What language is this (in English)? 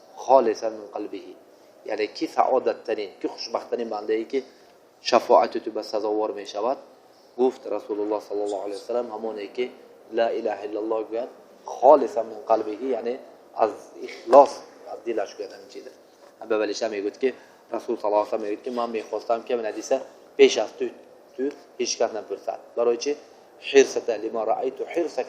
Tajik